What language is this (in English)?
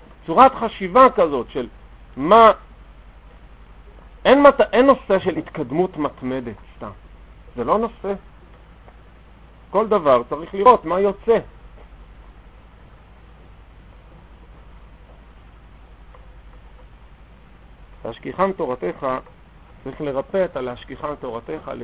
Hebrew